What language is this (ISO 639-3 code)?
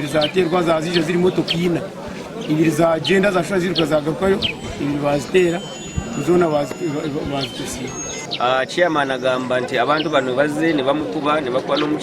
nyn